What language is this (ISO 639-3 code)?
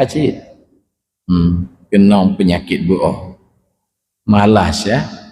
ace